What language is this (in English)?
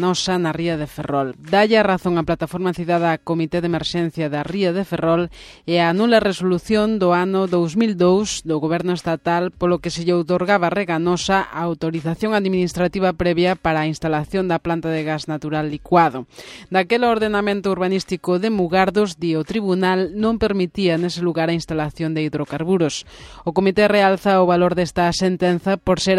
Galician